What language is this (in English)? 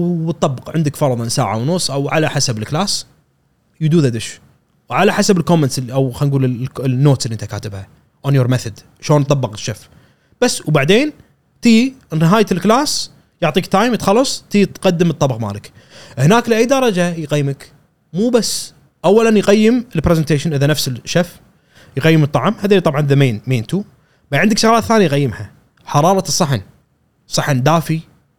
Gulf Arabic